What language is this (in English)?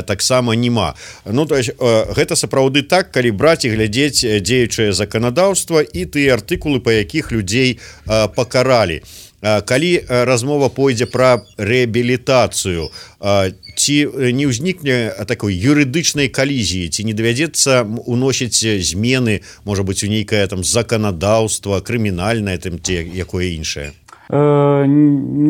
Belarusian